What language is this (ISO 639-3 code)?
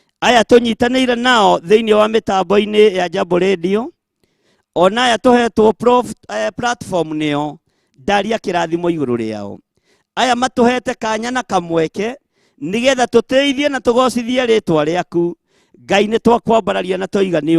kik